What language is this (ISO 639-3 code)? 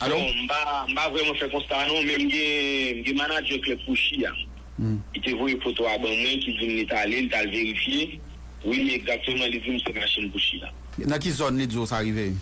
hat